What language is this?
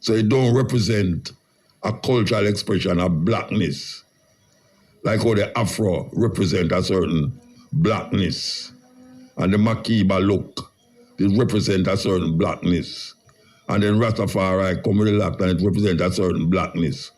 Jamaican Creole English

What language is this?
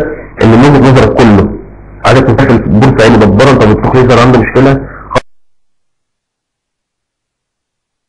Egyptian Arabic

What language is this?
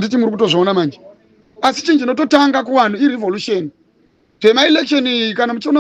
Shona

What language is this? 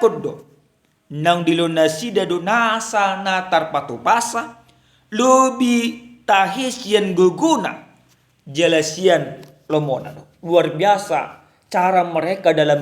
Batak Toba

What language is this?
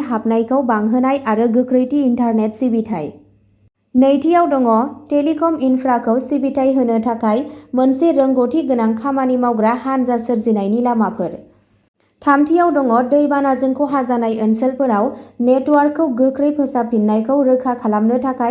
Bodo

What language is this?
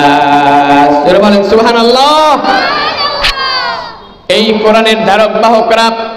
Bangla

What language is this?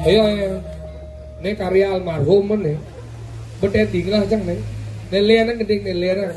Balinese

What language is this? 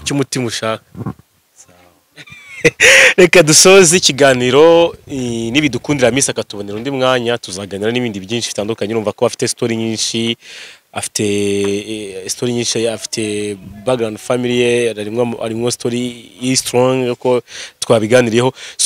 Kinyarwanda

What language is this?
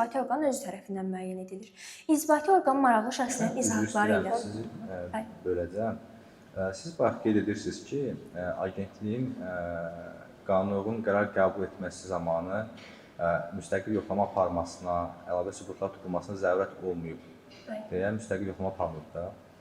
Azerbaijani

